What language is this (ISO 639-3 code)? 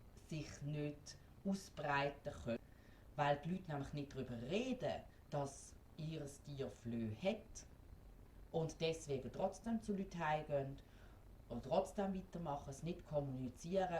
gsw